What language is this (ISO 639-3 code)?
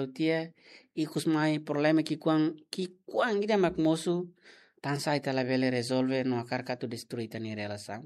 tet